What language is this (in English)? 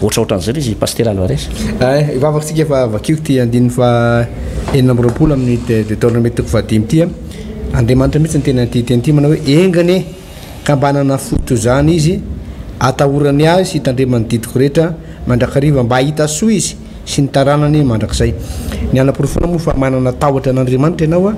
Malagasy